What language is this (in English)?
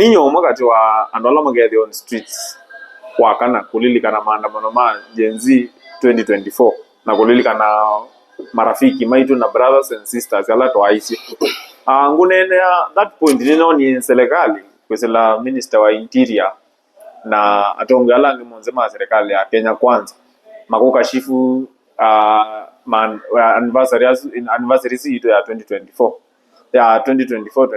Kamba